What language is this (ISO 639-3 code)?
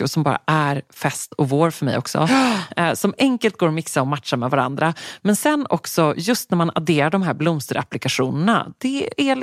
swe